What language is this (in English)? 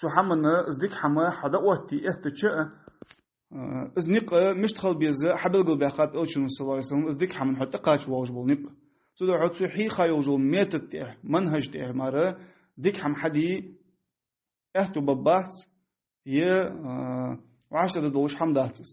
Ingush